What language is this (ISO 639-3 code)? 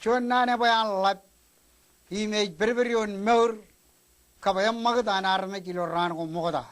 mah